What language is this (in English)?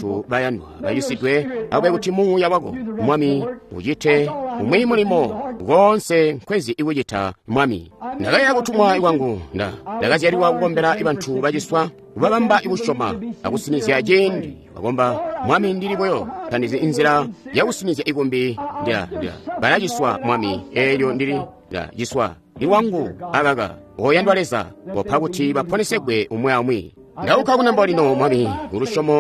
Tonga (Zambia)